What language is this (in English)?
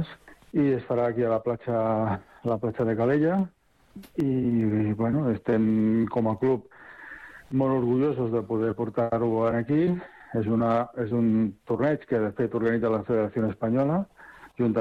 Catalan